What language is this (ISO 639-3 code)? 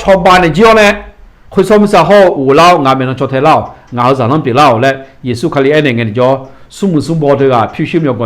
ahk